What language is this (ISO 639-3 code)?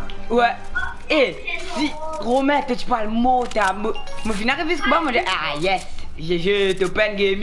mfe